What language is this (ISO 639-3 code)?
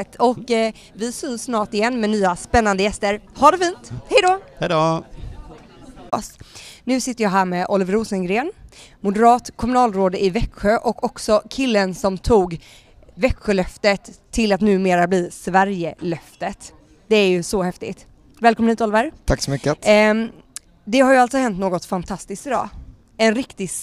swe